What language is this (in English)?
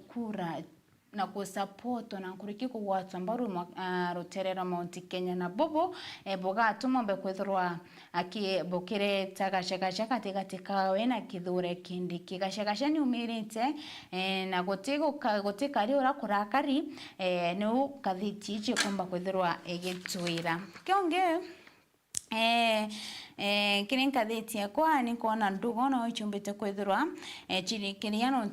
Meru